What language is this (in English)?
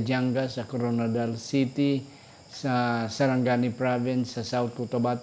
Hiligaynon